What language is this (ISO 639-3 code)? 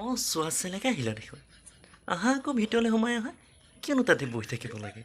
asm